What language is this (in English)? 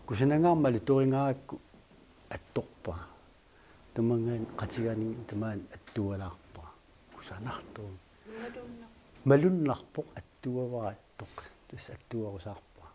Kalaallisut